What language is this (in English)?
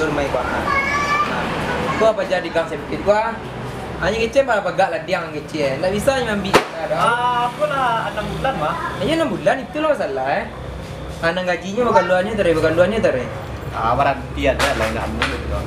Minangkabau